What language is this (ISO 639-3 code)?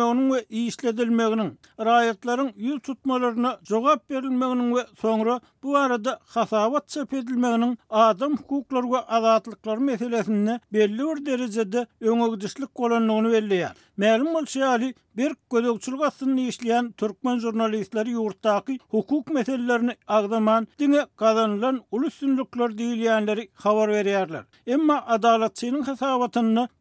tuk